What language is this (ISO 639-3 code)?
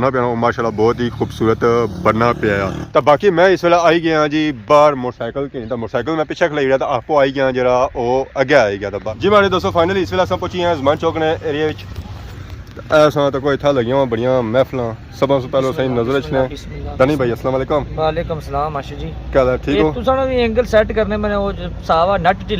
phr